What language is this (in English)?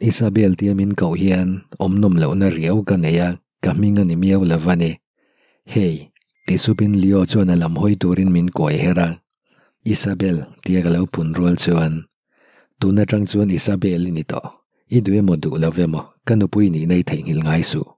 Mizo